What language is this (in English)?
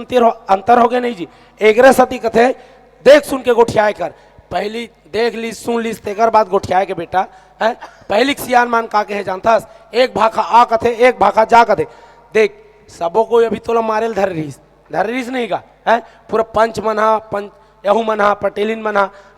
Chhattisgarhi